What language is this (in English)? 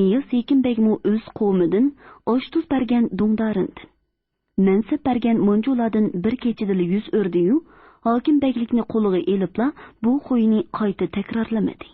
Uyghur